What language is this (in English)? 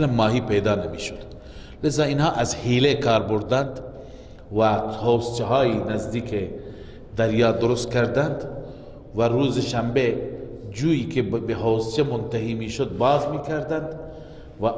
Persian